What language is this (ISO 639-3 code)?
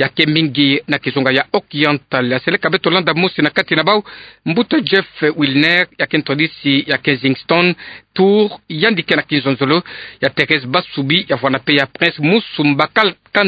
ktu